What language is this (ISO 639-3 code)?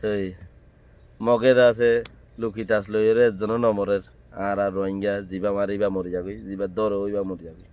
rhg